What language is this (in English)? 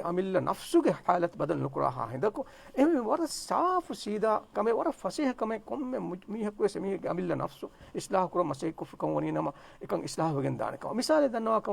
Divehi